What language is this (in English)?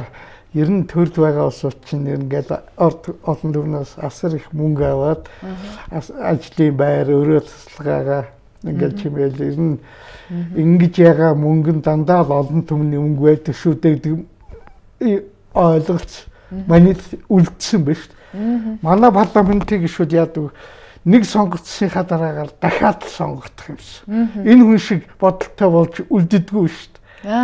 Mongolian